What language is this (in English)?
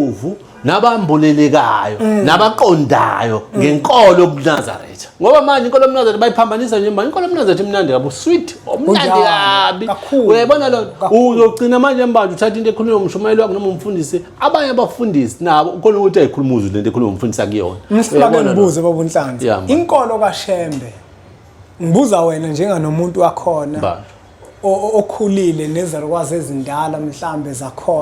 Zulu